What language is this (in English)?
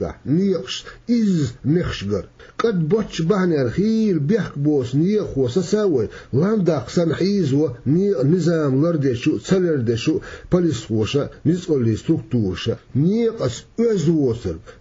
Chechen